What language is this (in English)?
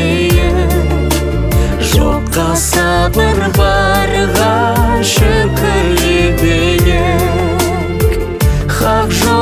Kazakh